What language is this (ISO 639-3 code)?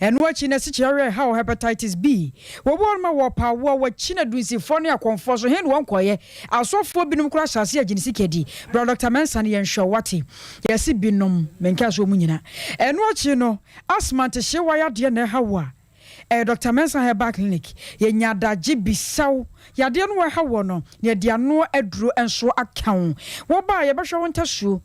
aka